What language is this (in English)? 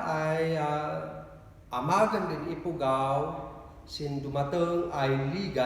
Kankanaey